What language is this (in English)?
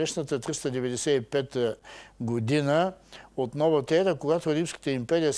Bulgarian